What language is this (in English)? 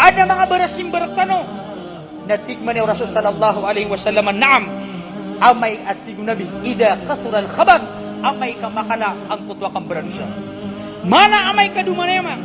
Maranao